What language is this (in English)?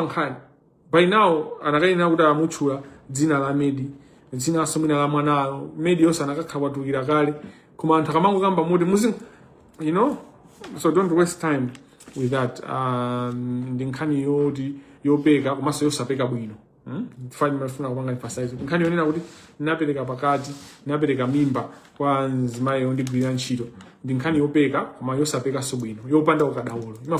Nyanja